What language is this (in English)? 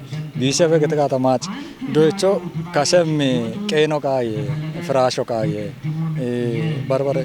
Kafa